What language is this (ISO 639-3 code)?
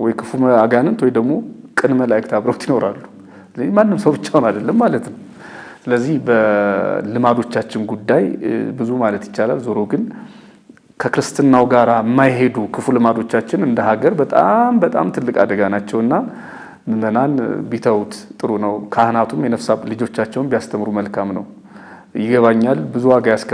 amh